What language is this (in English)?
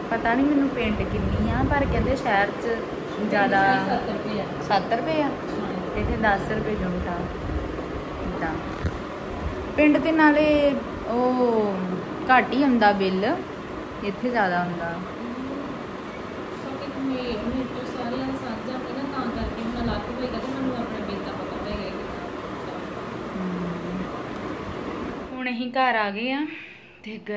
Punjabi